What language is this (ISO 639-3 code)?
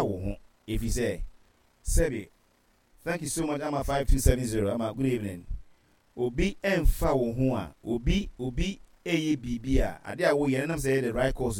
aka